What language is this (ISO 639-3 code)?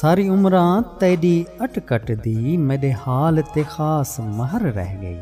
skr